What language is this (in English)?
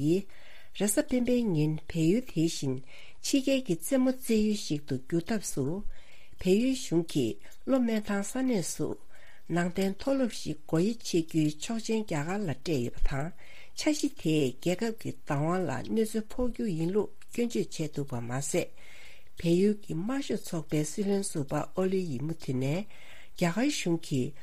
Tibetan